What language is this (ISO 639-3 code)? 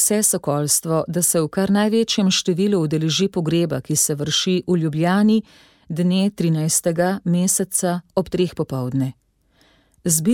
slv